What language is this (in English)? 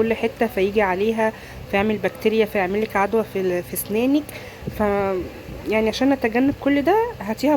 Egyptian Arabic